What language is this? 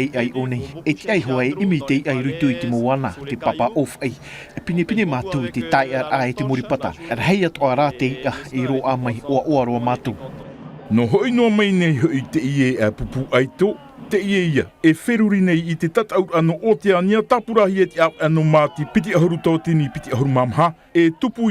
Tahitian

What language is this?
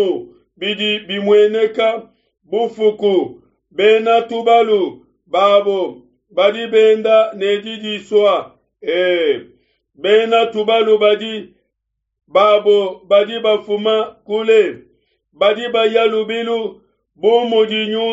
Luba-Lulua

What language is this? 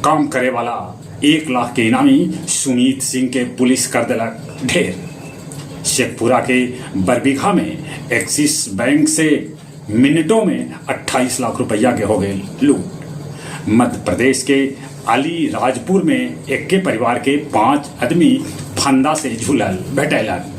Magahi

